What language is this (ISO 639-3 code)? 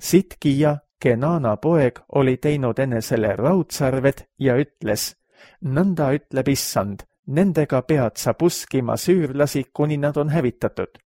est